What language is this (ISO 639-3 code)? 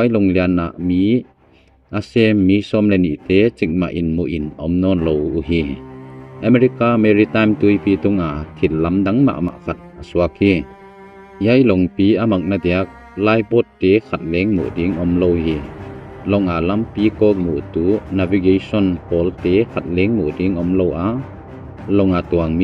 ctd